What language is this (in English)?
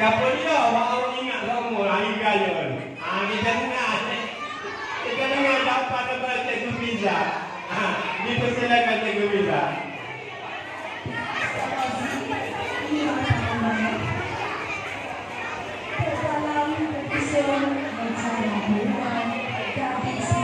Malay